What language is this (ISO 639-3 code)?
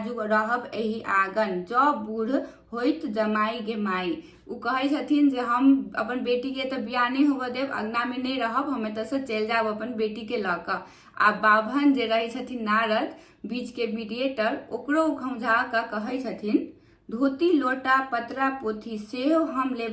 mai